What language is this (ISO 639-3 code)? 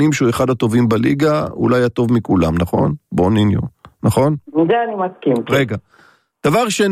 heb